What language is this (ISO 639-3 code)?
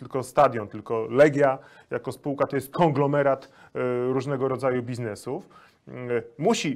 pol